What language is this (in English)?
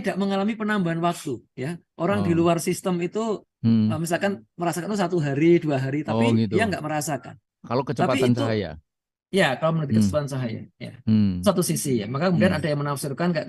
Indonesian